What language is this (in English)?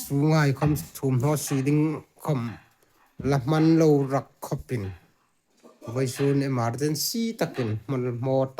Hmar